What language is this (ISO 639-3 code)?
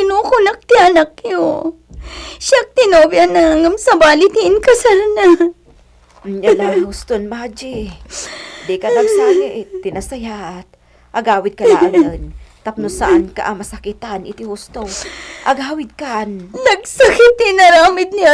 ilo